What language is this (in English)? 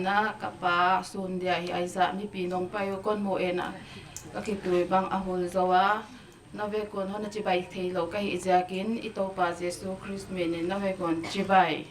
Paite Chin